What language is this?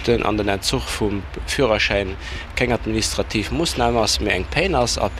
Luxembourgish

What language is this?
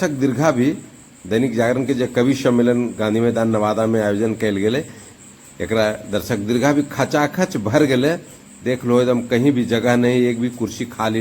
Magahi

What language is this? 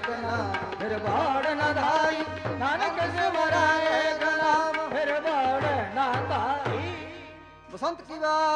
Punjabi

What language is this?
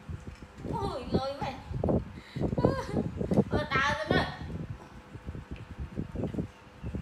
Vietnamese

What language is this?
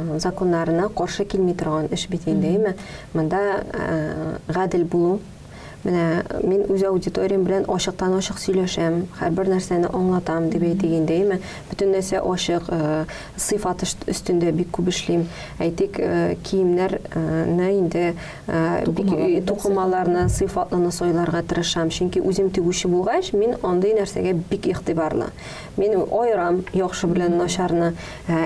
Tatar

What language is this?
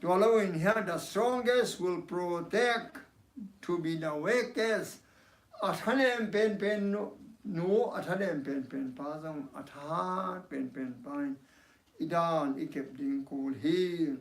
Tedim Chin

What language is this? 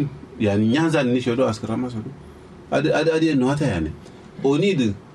Kanuri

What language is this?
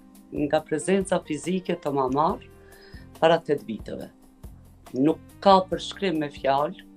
Albanian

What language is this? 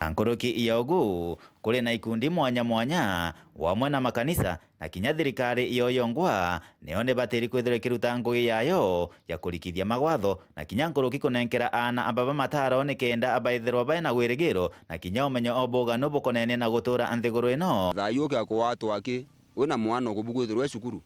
Meru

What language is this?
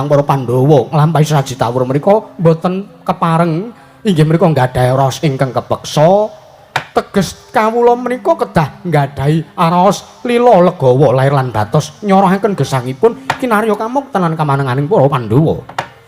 Javanese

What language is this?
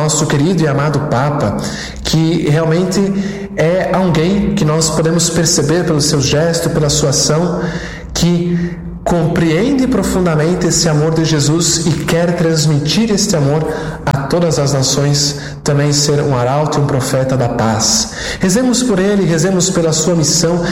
Portuguese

